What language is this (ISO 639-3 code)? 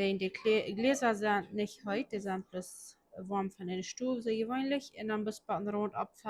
pdt